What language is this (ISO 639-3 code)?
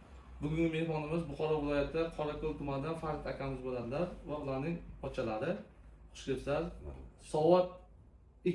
uzb